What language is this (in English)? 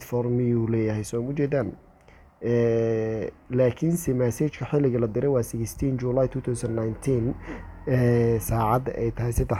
Somali